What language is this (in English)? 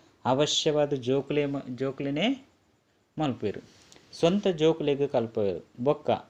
Tulu